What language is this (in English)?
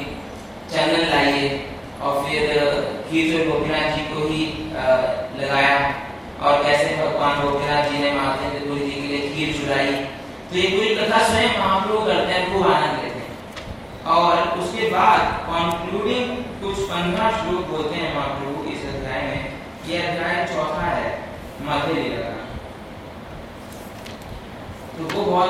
Hindi